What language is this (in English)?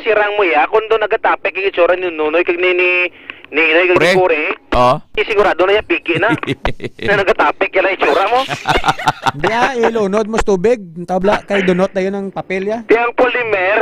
Hiligaynon